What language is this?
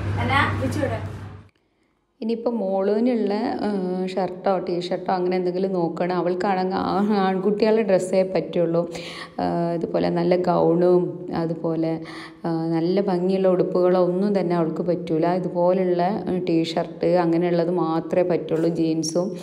Malayalam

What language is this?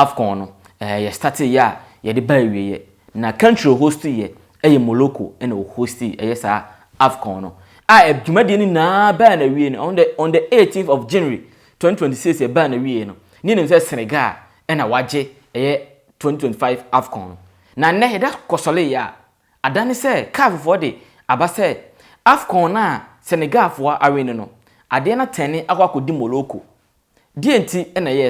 Akan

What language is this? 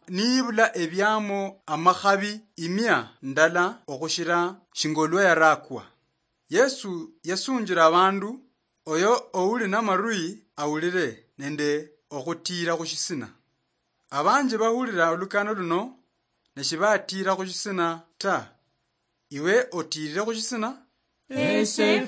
Luyia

